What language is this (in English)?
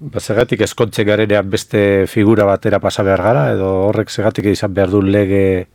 Basque